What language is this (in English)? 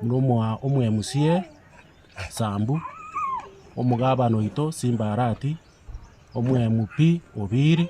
Gusii